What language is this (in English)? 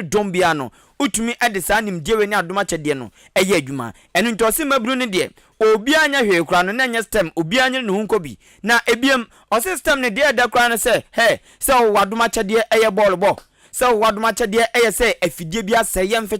Akan